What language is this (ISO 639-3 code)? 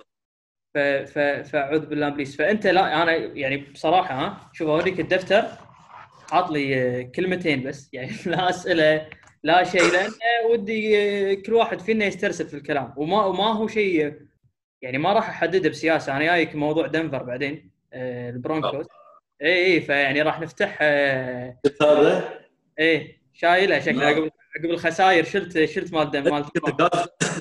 afb